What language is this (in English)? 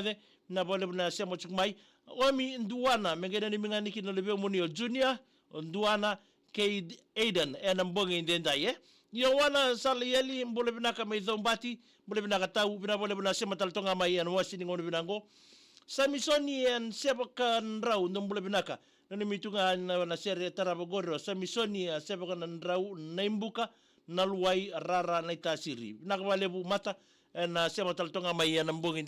Fijian